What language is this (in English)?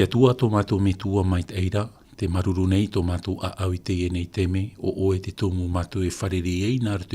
Tahitian